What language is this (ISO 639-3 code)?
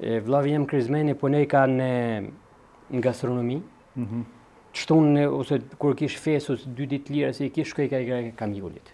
sqi